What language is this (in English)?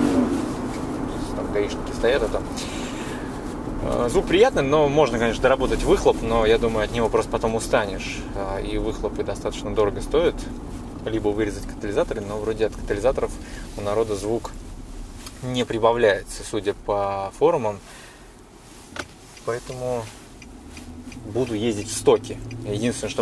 Russian